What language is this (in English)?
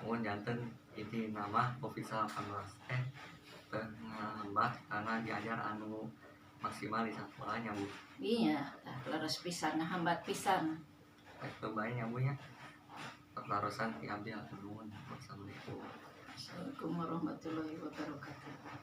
Sundanese